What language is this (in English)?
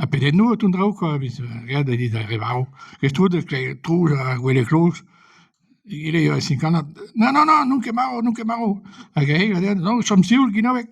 Breton